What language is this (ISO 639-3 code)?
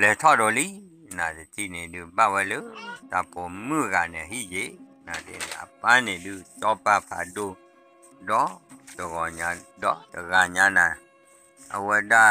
ksw